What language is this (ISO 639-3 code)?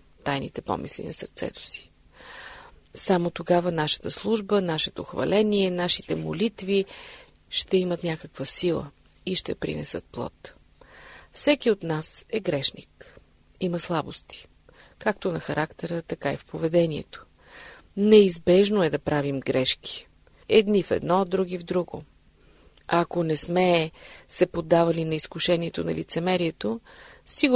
bul